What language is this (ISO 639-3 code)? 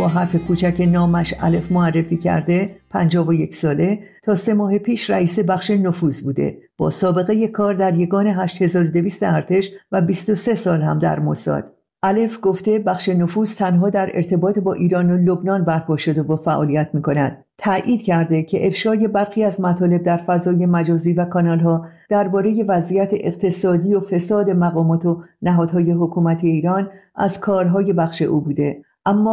fas